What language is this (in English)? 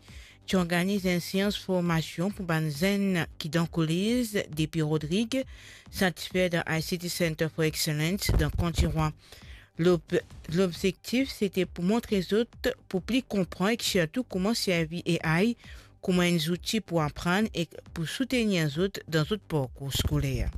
Morisyen